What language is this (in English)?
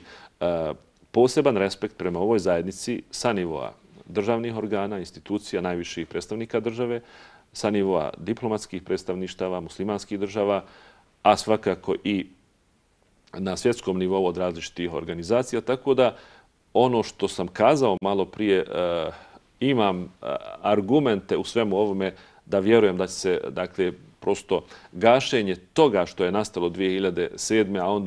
Bosnian